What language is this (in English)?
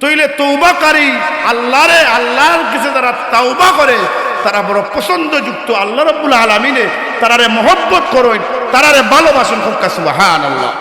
Sylheti